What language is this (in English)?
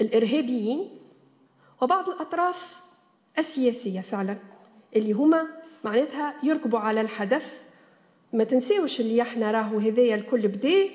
Tunisian Arabic